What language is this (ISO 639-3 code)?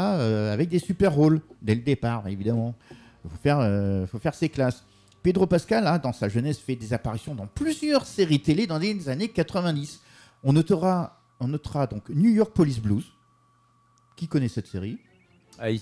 fra